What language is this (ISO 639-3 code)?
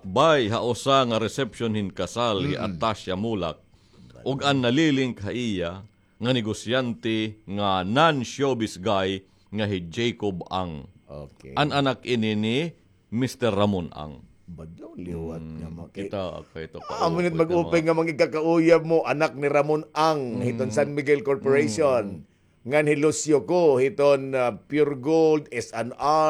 war